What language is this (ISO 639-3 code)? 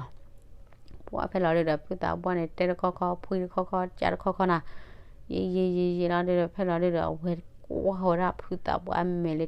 ksw